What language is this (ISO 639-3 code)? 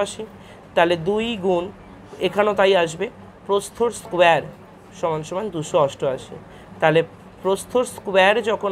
ben